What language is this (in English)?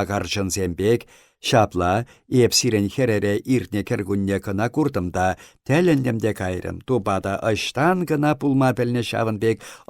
Chuvash